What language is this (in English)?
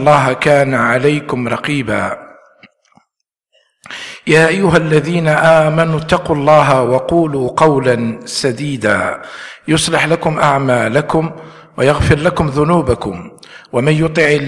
Arabic